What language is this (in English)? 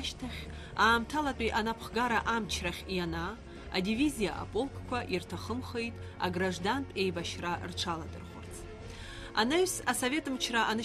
Abkhazian